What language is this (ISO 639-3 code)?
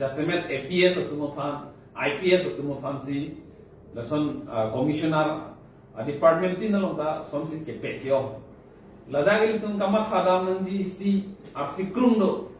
mjw